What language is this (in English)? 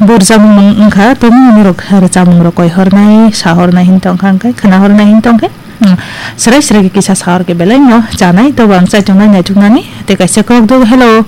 Kok Borok